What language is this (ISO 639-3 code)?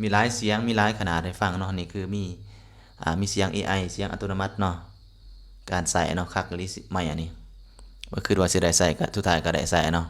lao